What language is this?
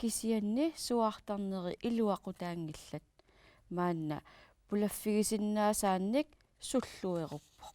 Kalaallisut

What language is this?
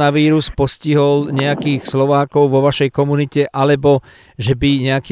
Slovak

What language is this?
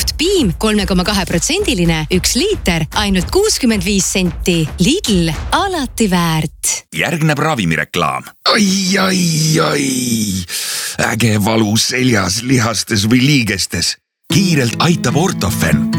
Estonian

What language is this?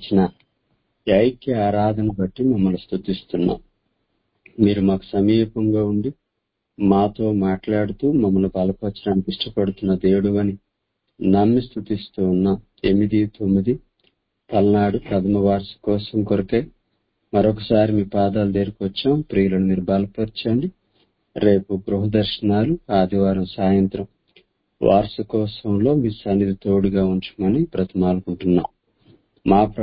Telugu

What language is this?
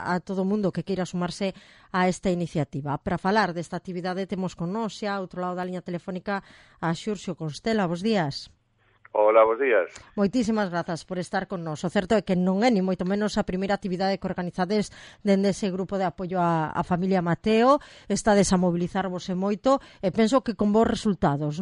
Galician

